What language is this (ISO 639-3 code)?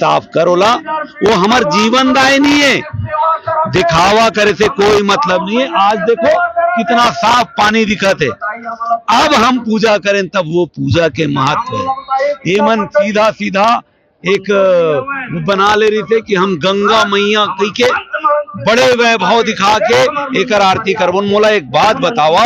hne